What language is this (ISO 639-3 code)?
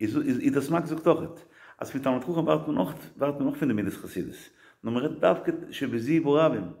yid